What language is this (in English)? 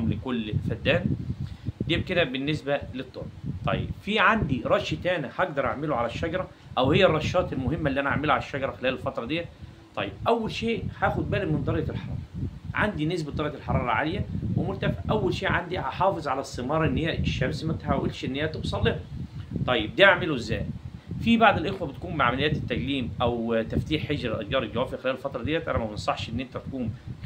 Egyptian Arabic